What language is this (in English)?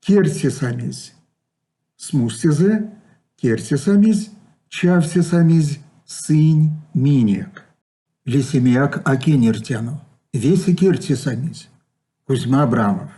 Erzya